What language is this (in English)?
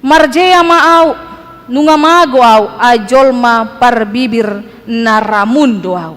Batak Toba